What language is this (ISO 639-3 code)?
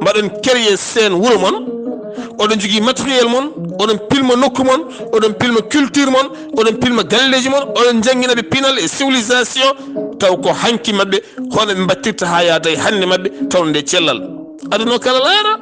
ful